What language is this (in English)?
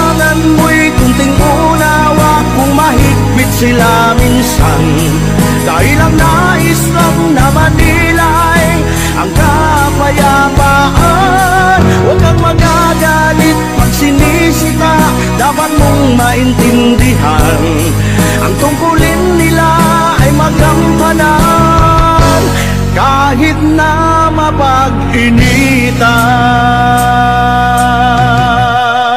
Filipino